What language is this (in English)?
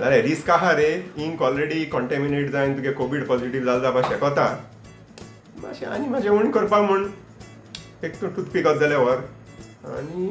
Konkani